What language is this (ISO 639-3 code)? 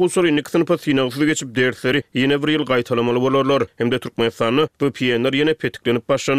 tuk